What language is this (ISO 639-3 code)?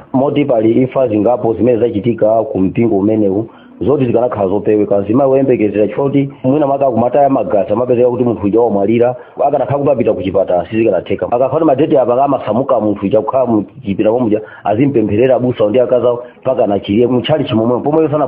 nya